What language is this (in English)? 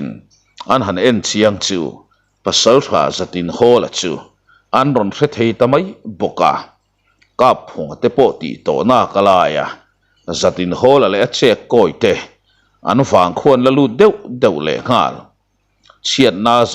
Mizo